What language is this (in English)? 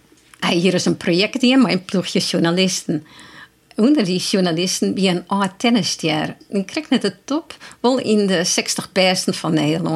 Western Frisian